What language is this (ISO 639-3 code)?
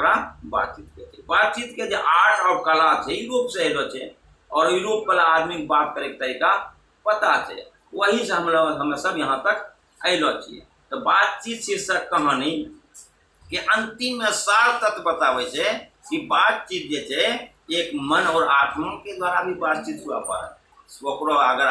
anp